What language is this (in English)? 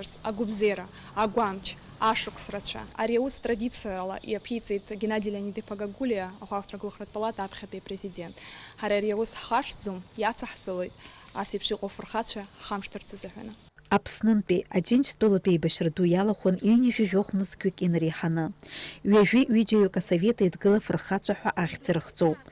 Abkhazian